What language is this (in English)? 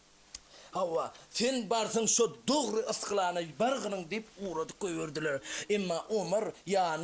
Turkmen